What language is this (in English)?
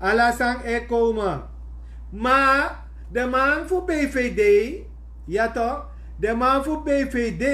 Sranan Tongo